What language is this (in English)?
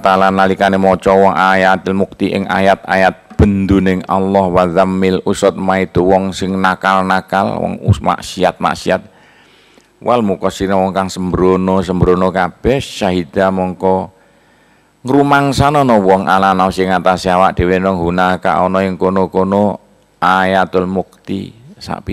Javanese